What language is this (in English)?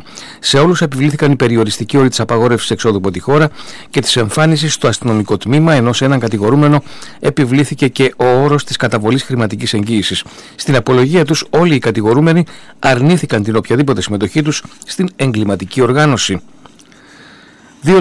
Greek